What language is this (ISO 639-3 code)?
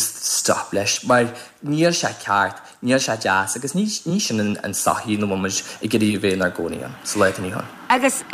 gle